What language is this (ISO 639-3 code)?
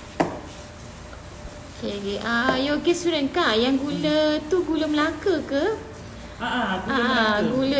msa